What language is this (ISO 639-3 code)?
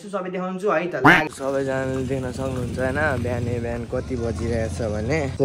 nep